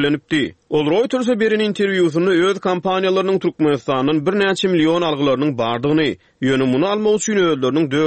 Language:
Turkmen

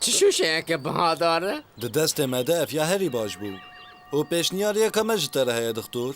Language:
Kurdish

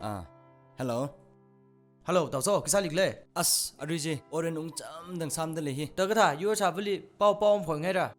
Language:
Tangkhul Naga (India)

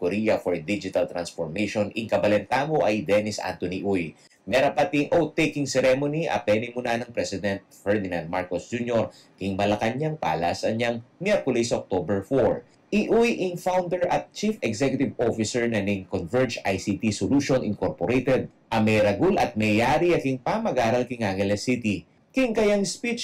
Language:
Pampanga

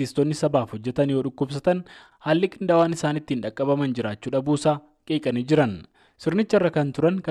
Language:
Oromo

